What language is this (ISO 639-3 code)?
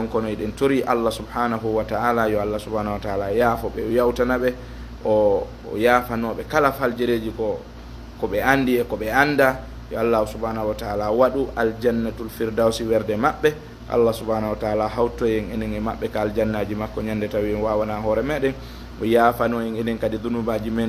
ful